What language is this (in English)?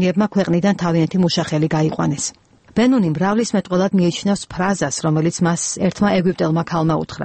Georgian